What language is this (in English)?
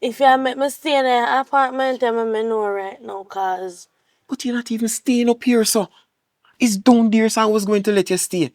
Jamaican Creole English